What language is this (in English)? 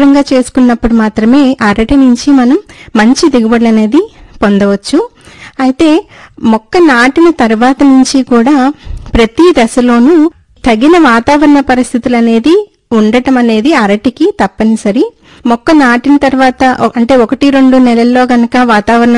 Telugu